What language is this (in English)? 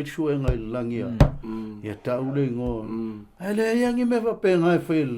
Samoan